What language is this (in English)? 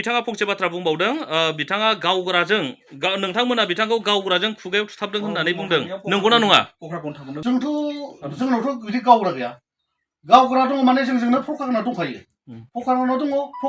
Bodo